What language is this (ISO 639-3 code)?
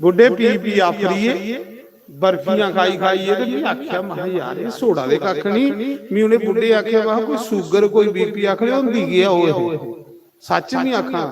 doi